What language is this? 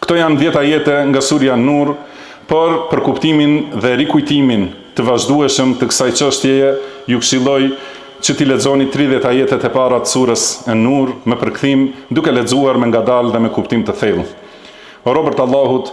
Albanian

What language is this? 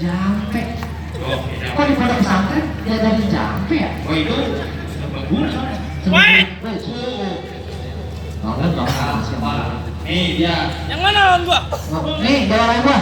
Betawi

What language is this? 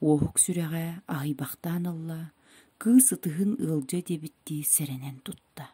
Yakut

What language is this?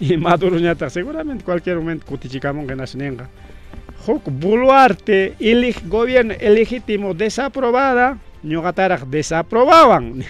Ayacucho Quechua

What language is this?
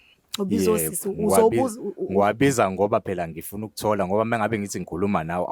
Zulu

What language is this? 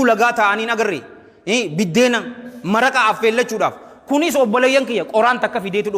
Oromo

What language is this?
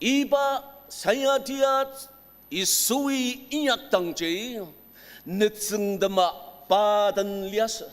Ao Naga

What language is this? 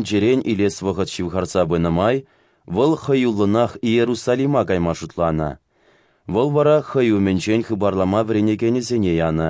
Chuvash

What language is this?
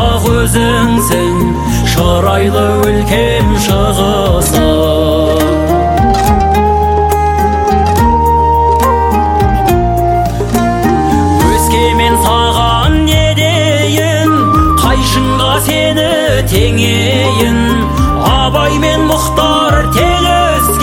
Kazakh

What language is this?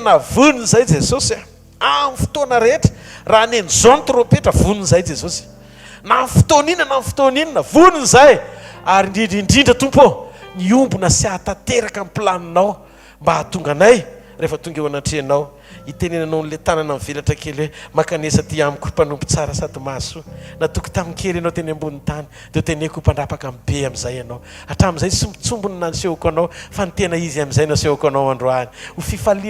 Malagasy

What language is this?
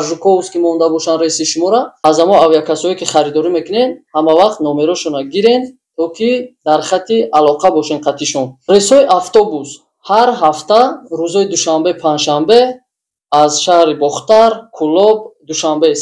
Tajik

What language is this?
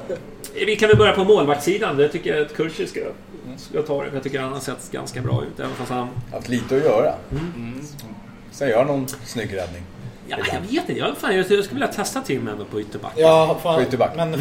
Swedish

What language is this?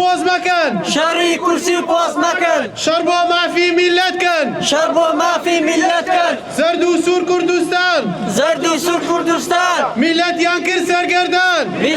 Central Kurdish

